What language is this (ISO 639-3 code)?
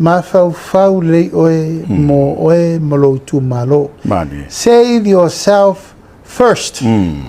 smo